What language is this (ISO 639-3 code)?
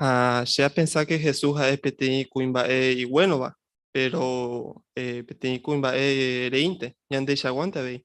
grn